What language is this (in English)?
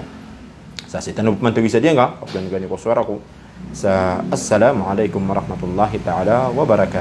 Maranao